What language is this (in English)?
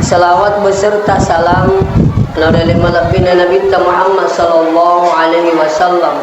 Buginese